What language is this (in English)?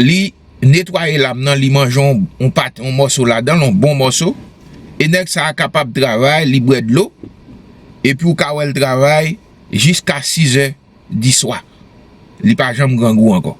Haitian Creole